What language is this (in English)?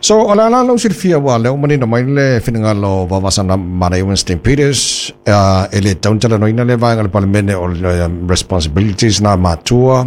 Samoan